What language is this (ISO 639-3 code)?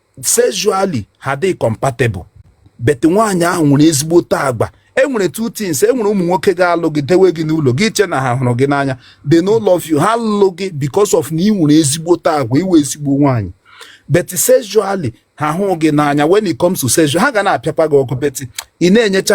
ibo